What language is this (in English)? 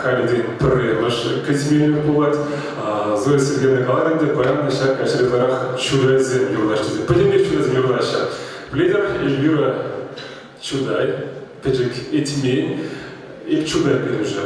Chuvash